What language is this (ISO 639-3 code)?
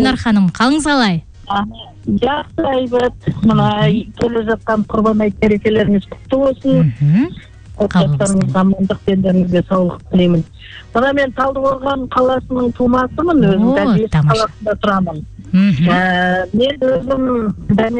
kaz